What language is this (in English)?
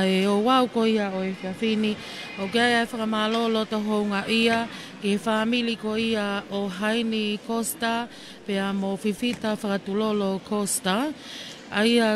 Tongan